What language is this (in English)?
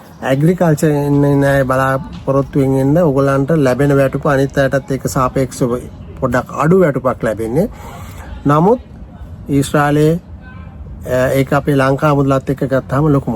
Sinhala